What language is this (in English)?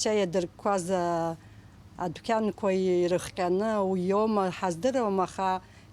Abkhazian